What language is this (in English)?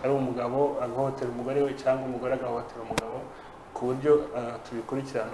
Kinyarwanda